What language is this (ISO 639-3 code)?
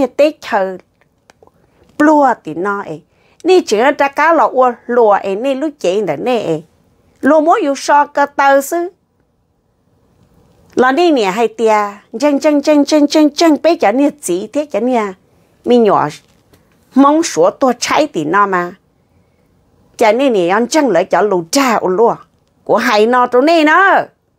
vie